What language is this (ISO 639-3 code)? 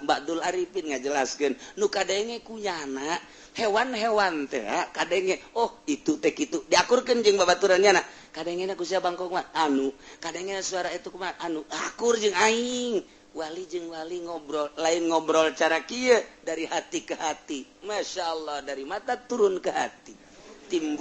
sun